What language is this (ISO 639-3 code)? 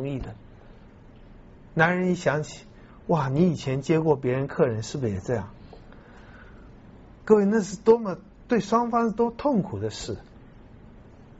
zho